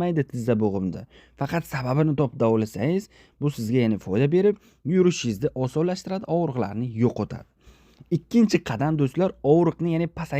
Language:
Uzbek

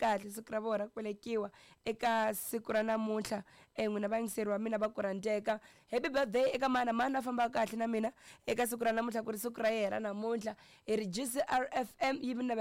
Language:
Tsonga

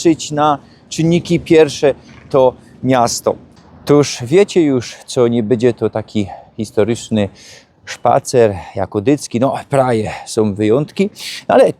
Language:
Silesian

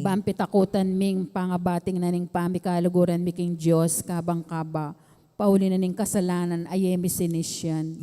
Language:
Pampanga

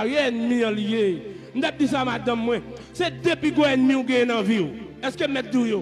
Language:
Haitian Creole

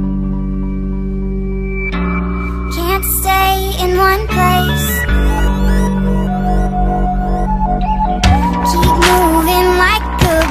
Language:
English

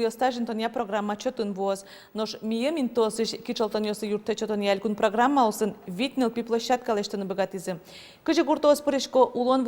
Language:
Udmurt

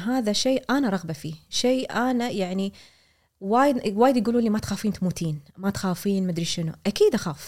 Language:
Gulf Arabic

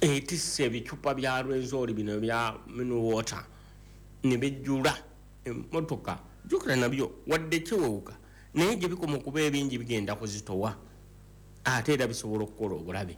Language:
Ganda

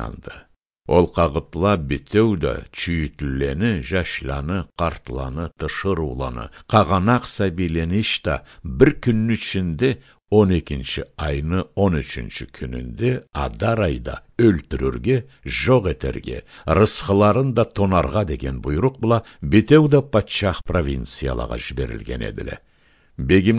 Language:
Karachay-Balkar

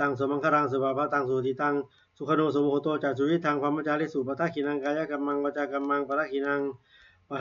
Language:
Pali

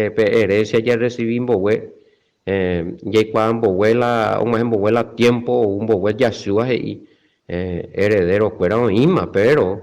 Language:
Guarani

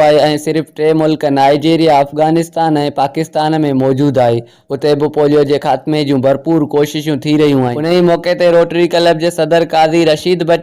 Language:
Sindhi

